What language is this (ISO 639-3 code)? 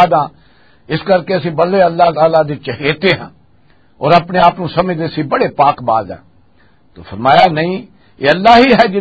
lah